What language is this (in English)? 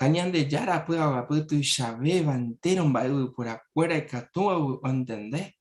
Guarani